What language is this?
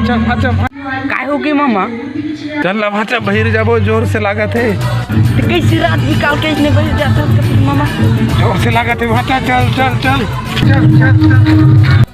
Chhattisgarhi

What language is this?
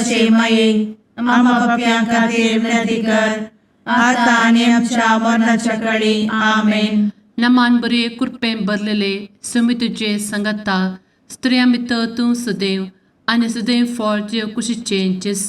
Konkani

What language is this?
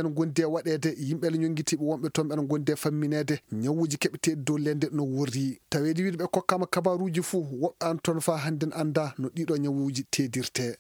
Fula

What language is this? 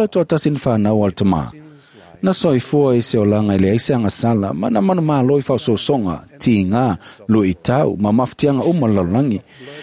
Samoan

